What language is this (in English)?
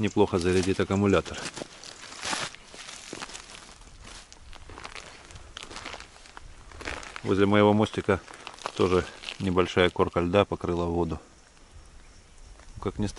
Russian